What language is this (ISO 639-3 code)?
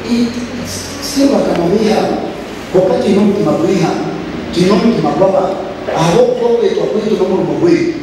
nyn